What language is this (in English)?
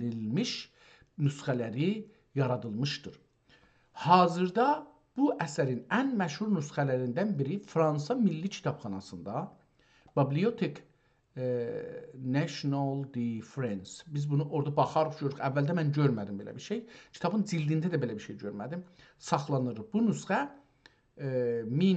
South Azerbaijani